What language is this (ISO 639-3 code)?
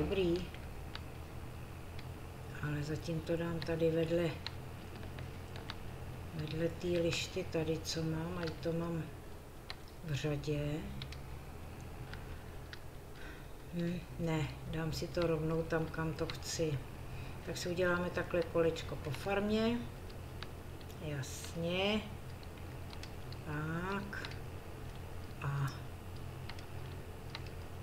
ces